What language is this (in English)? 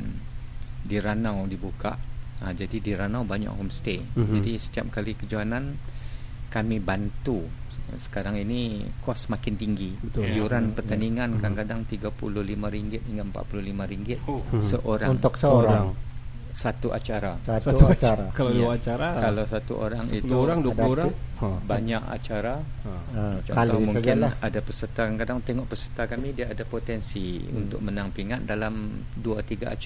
Malay